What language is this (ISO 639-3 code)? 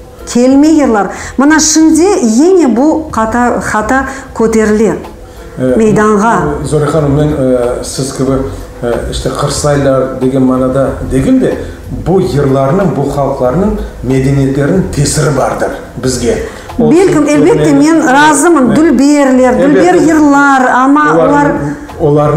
crh